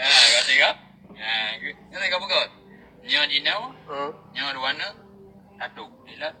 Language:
Achinese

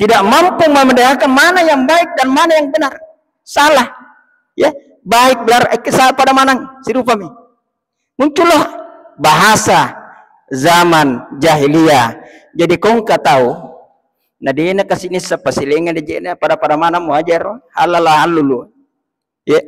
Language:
Buginese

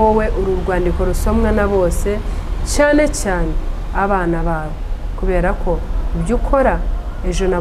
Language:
Kinyarwanda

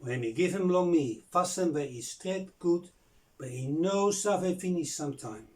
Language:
Bislama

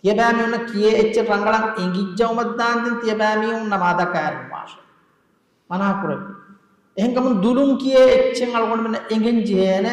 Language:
Divehi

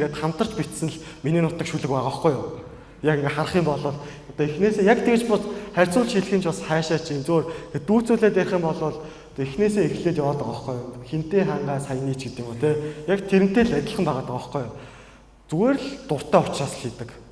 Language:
Mongolian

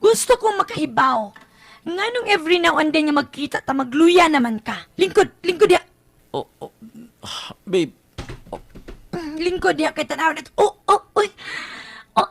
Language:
Cebuano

